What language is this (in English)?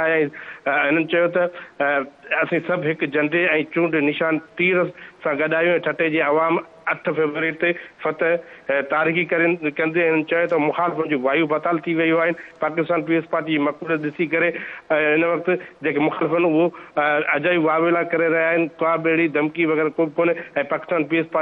Sindhi